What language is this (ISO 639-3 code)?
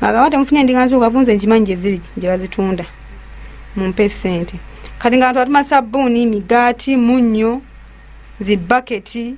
lug